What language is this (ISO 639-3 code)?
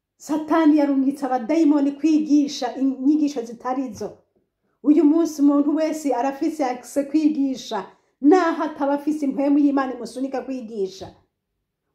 run